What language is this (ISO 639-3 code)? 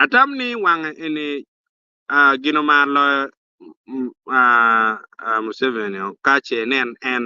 ach